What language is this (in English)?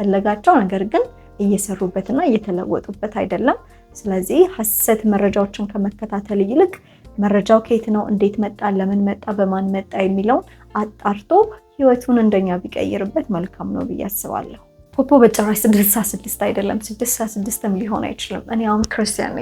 Amharic